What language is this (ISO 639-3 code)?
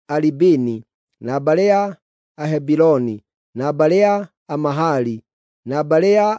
kik